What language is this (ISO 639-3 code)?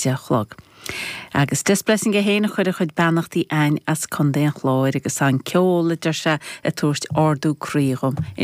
gle